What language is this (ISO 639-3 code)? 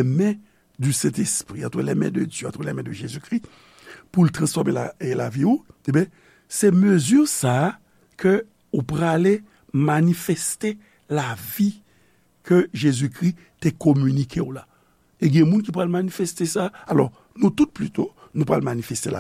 hat